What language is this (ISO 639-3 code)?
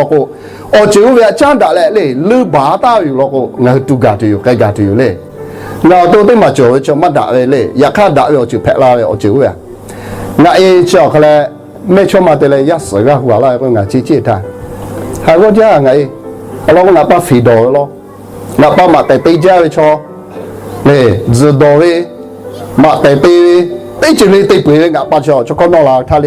lhu